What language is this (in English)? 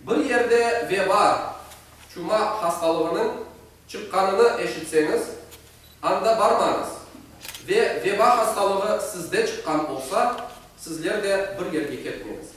Crimean Tatar